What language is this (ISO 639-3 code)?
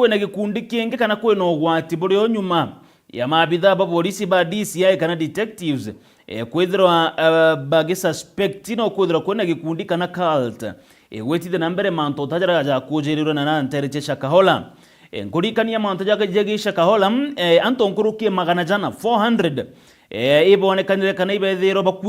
mer